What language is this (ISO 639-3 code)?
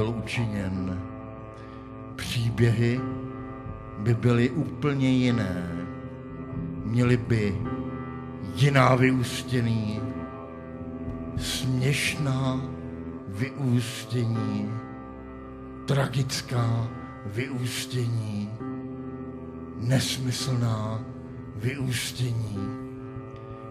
ces